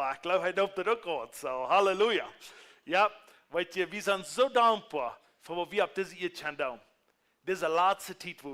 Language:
Plautdietsch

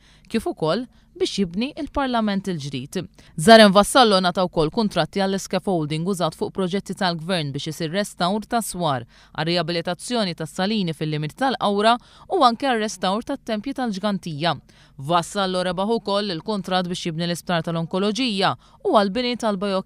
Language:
Maltese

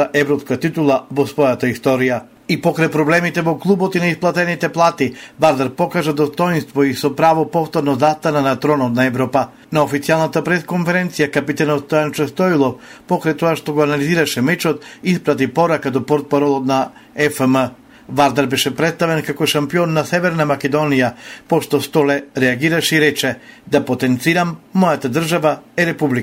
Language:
Macedonian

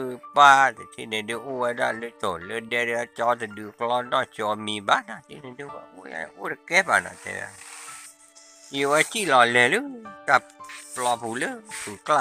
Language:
S'gaw Karen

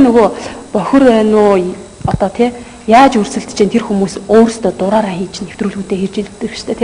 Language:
Mongolian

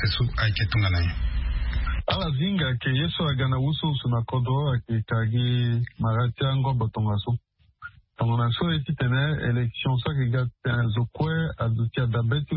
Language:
Sango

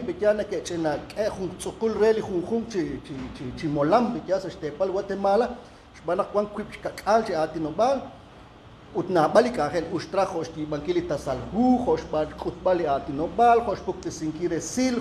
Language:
Kekchí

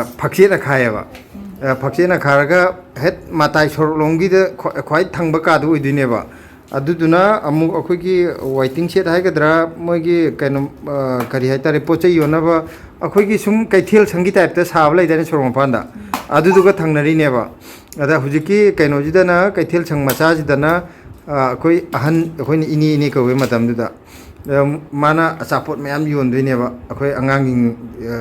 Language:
Manipuri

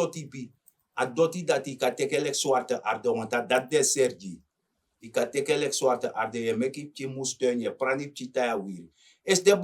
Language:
Sranan Tongo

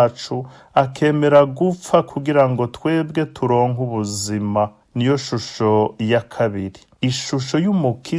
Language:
Rundi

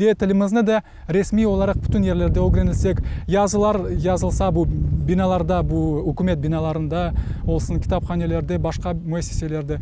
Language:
Crimean Tatar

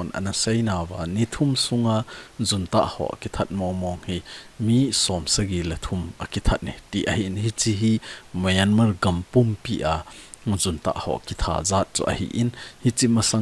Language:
Thado Chin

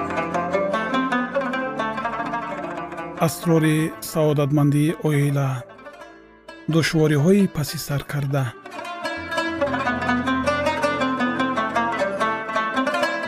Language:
Persian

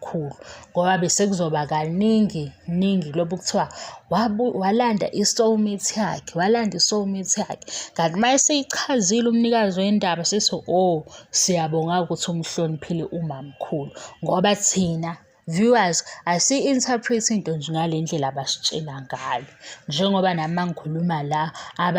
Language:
Zulu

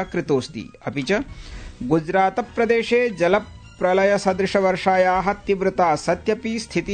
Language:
Sanskrit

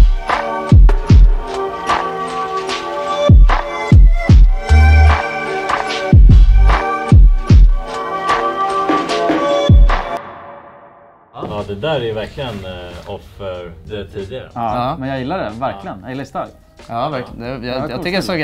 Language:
Swedish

